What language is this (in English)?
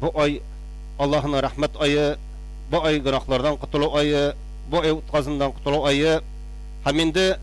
Tatar